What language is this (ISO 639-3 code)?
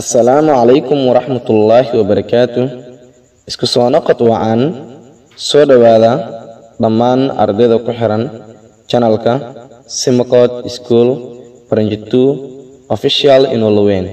som